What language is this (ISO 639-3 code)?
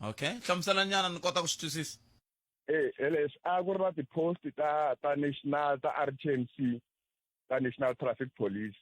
tso